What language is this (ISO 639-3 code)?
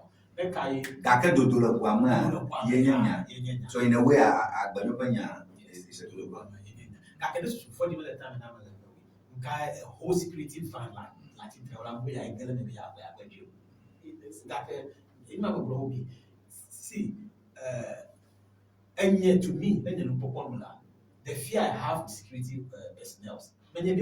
ewe